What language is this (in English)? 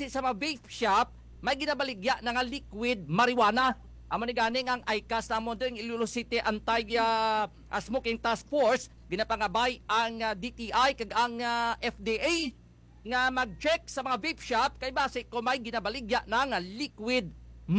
Hiligaynon